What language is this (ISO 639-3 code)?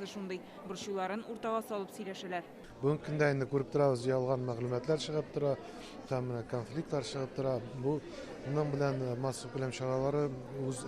tat